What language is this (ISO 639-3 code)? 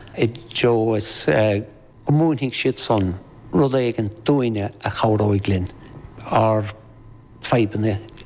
gle